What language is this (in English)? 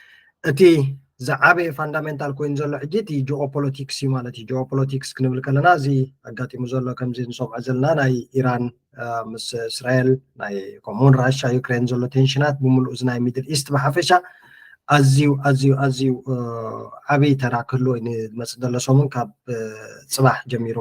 Tigrinya